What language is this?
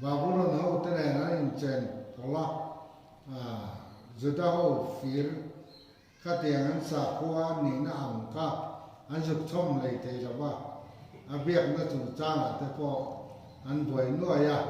Mizo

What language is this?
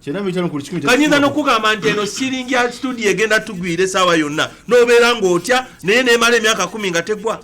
Ganda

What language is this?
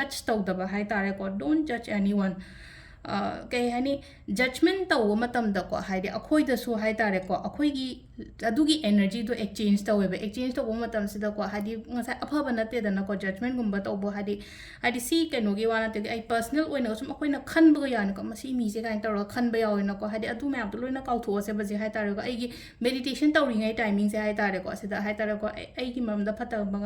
Manipuri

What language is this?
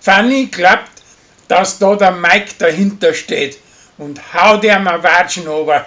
Bavarian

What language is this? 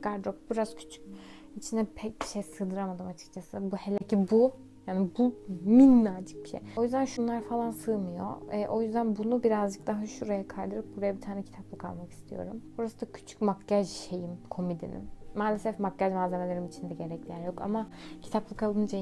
Turkish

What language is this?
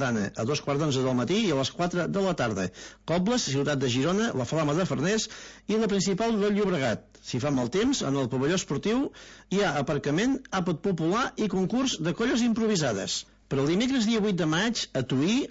Catalan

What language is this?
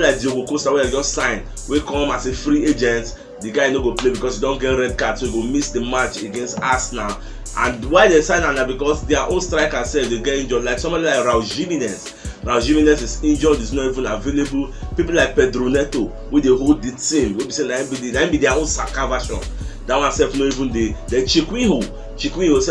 Nigerian Pidgin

